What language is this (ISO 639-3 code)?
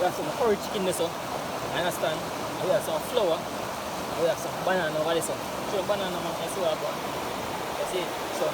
jam